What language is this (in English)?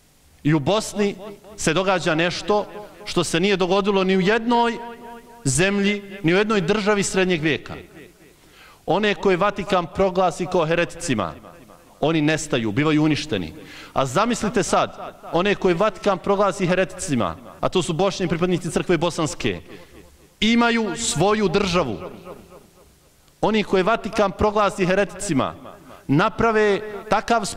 Bosnian